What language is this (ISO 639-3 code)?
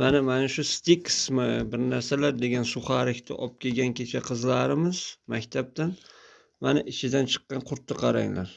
uzb